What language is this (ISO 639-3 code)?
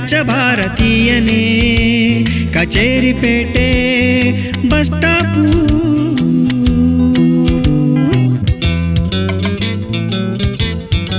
kan